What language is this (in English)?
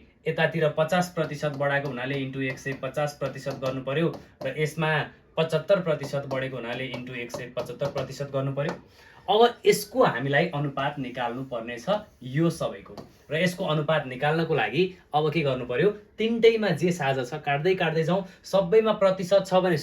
Nepali